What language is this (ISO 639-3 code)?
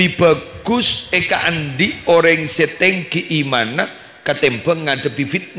mad